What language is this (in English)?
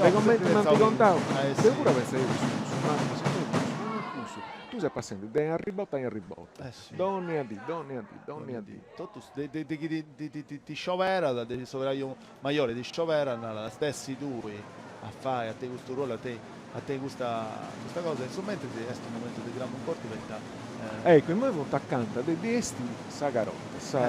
Sardinian